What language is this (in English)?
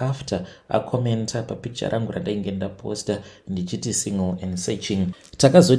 Shona